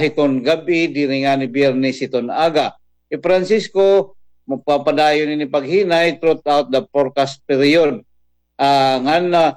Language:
Waray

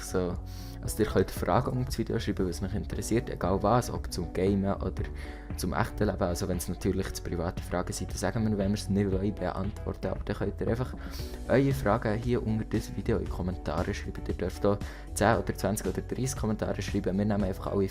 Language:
Swiss German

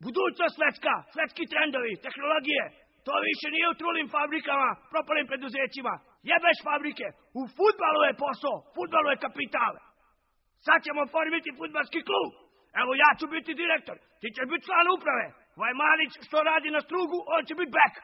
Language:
Serbian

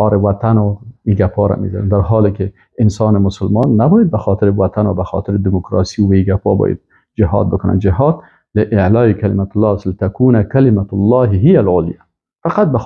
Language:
Persian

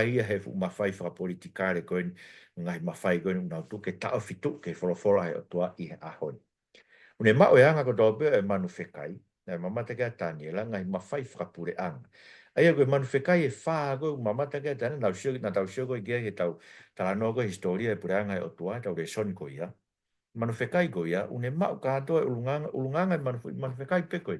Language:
Tongan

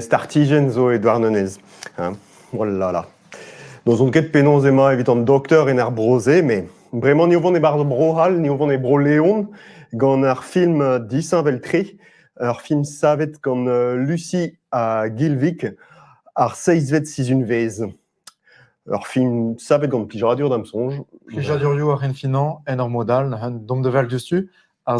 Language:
Breton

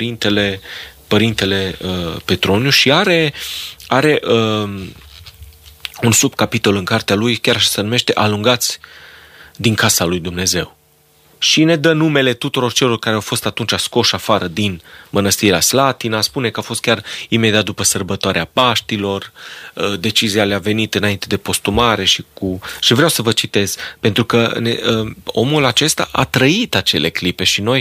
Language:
Romanian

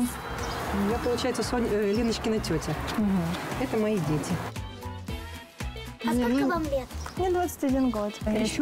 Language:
Russian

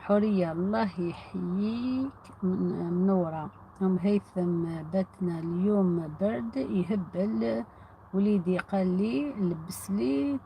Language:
Algerian Arabic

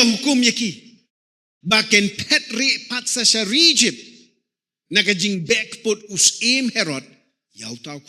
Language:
Khasi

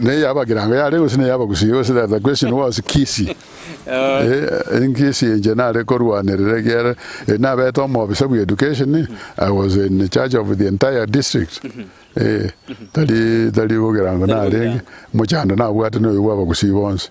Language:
Gusii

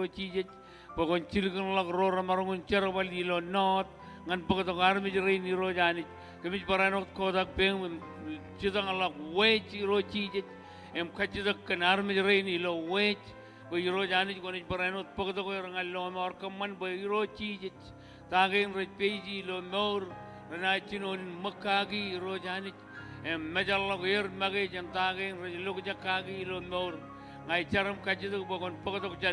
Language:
Marshallese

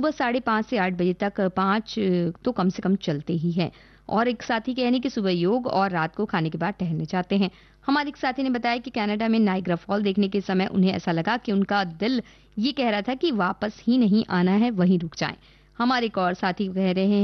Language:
Hindi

